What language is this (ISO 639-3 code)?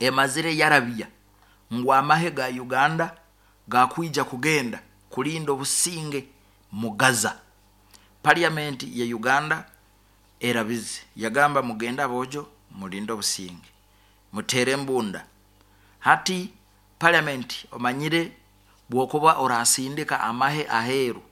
nyo